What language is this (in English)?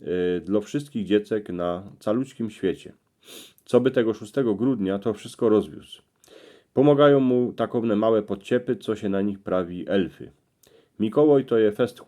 Silesian